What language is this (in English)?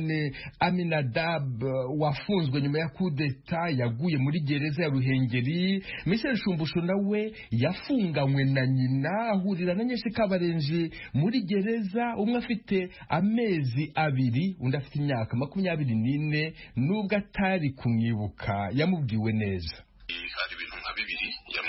Kinyarwanda